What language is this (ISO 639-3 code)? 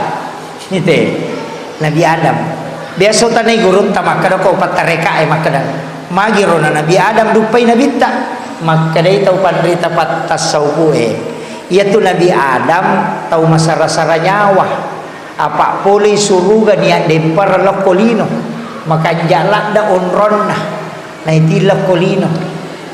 bug